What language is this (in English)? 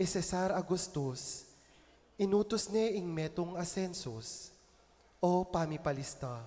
Pampanga